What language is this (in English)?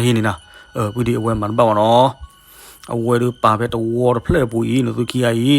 S'gaw Karen